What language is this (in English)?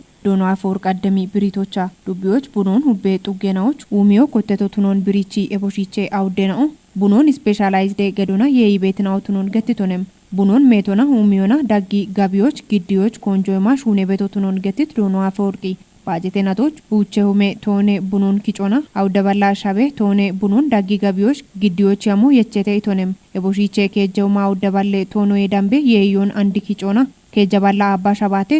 Kafa